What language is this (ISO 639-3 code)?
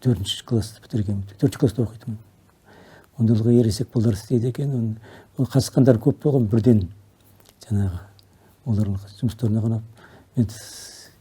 kaz